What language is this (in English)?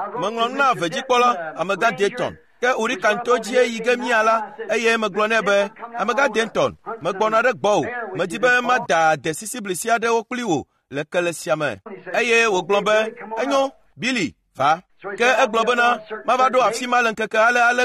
Ewe